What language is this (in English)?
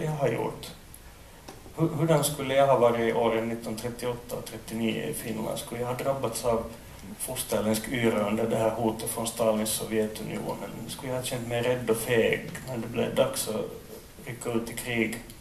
Swedish